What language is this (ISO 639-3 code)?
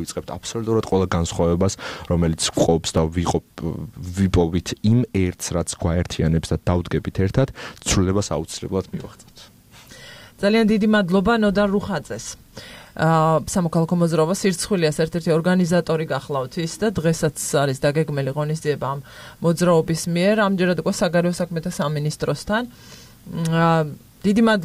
kat